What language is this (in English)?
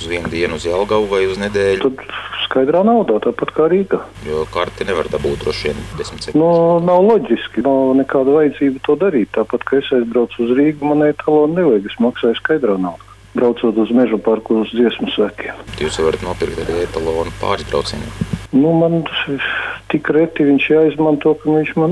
Latvian